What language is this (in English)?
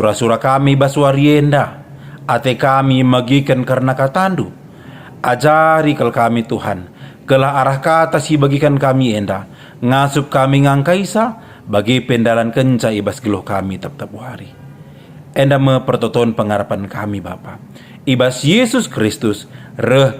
Batak Karo